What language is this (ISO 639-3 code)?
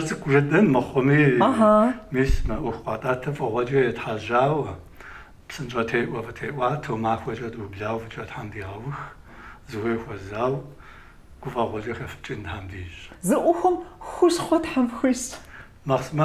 kbd